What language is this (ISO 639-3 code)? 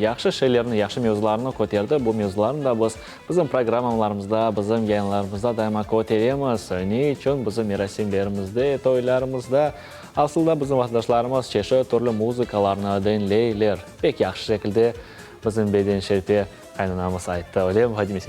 crh